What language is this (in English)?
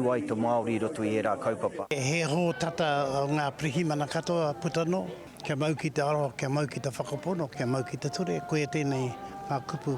Māori